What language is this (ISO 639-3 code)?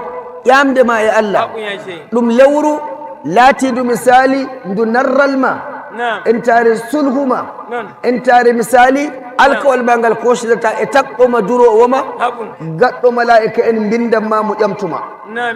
fuv